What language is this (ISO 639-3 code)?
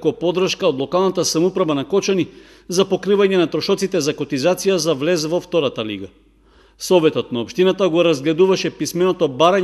mkd